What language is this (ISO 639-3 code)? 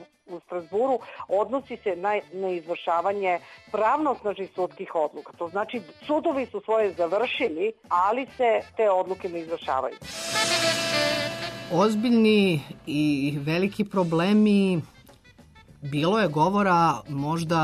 srp